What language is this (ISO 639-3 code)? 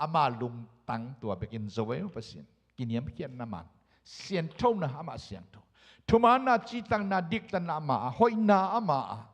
ctd